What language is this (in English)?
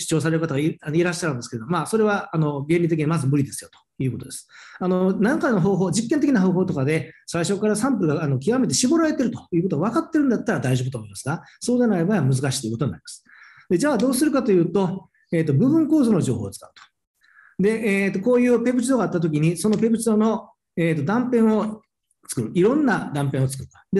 Japanese